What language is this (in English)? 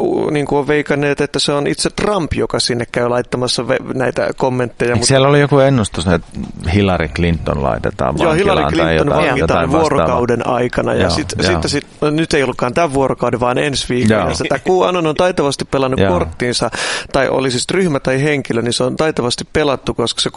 Finnish